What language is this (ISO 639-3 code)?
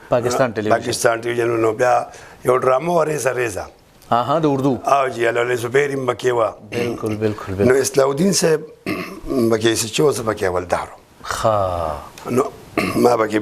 pus